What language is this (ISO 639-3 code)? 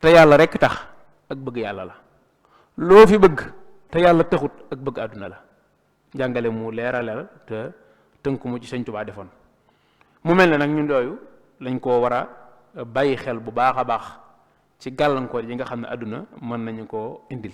wol